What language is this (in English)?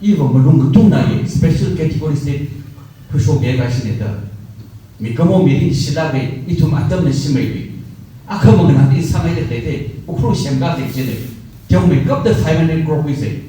Tangkhul Naga (India)